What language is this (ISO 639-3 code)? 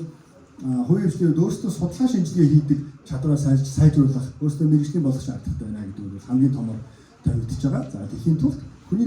mon